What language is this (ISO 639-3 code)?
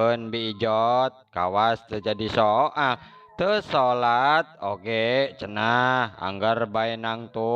sun